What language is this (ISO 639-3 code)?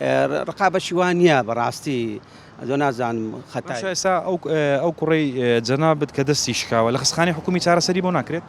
ckb